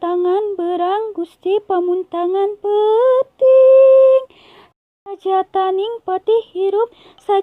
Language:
Sundanese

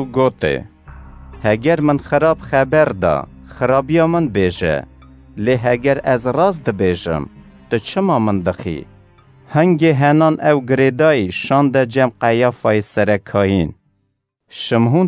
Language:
Kurdish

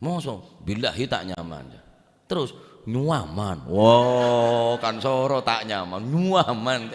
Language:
Madurese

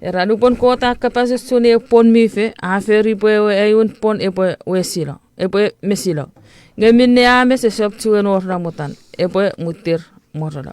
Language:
Chuukese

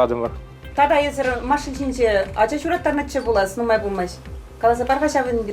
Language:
Chuvash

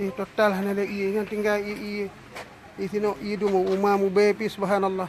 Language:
Achinese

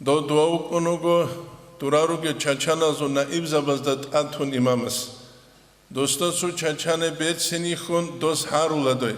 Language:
Avaric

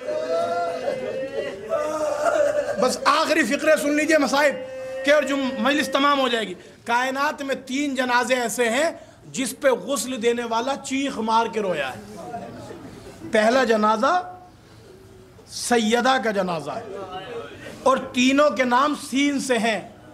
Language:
Urdu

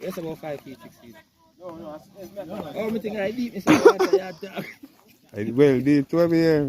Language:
Jamaican Creole English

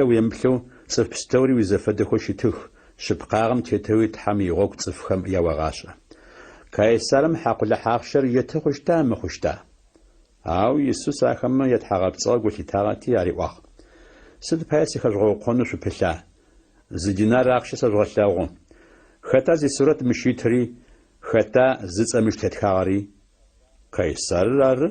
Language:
Adyghe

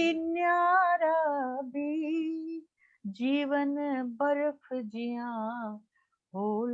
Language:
Dogri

